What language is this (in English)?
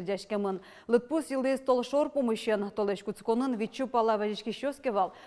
Udmurt